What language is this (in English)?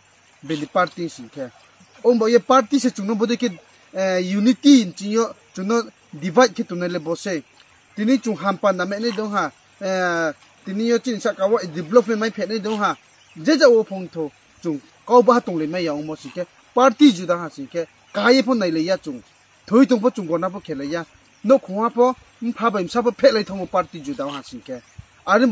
Riang (India)